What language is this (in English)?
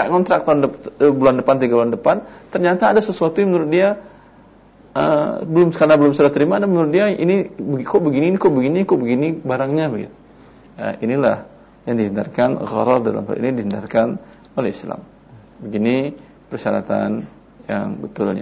Indonesian